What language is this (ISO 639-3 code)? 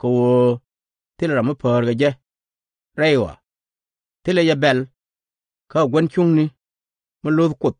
nus